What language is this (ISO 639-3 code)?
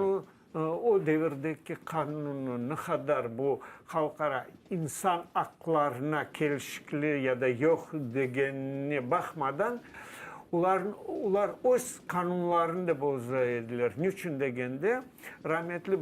crh